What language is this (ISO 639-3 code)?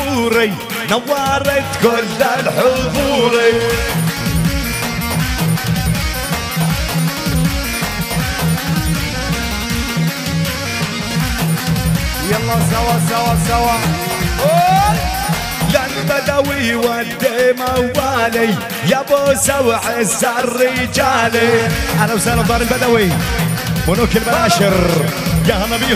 ara